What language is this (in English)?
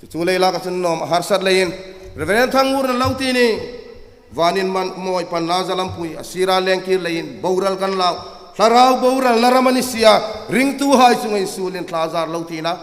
Hmar